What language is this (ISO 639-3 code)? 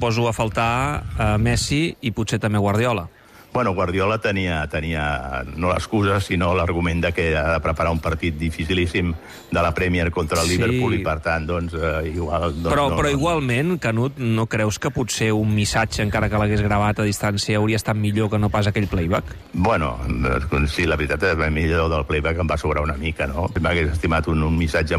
cat